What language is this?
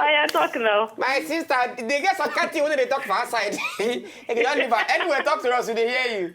Nigerian Pidgin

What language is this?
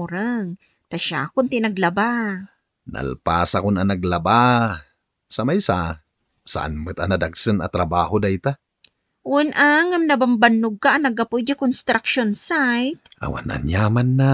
Iloko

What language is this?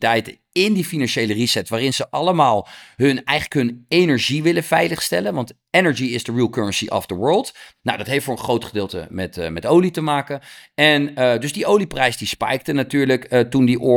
Dutch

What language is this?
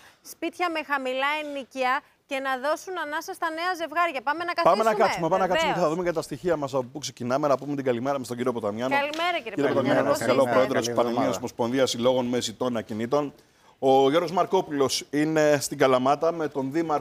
Greek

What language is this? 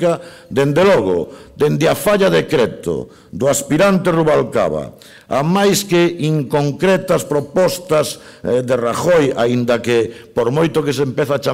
Galician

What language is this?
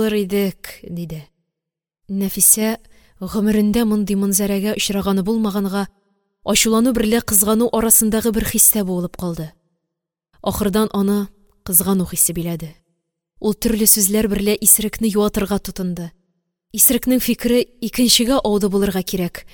Tatar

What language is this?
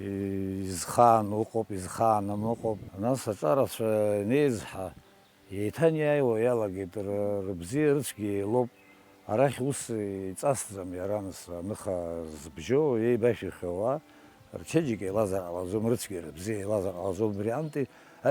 Abkhazian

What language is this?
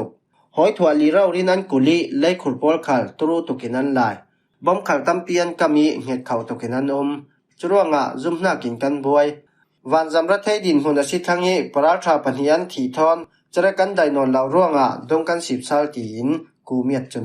Falam Chin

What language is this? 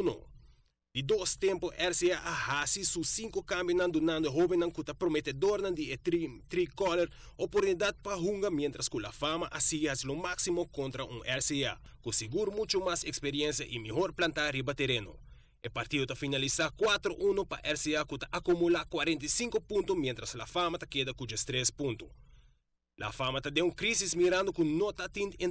Papiamento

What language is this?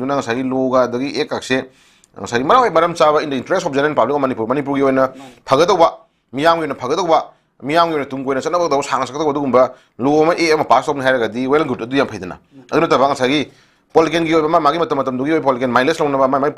Manipuri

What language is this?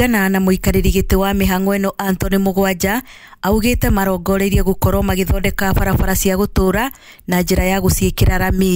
Kikuyu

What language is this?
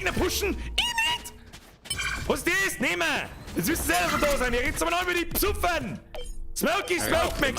Bavarian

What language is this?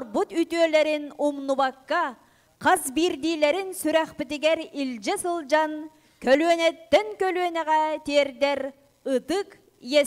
Yakut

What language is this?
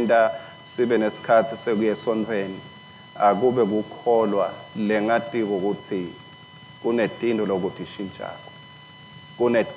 Swati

